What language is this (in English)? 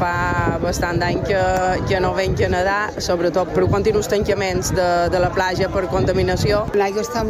Catalan